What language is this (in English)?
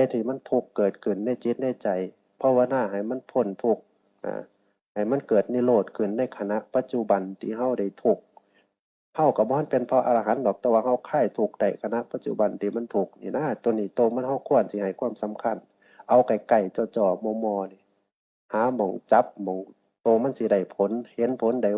Northeastern Thai